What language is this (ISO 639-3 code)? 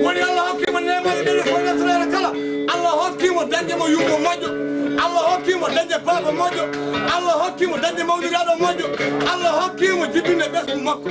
ful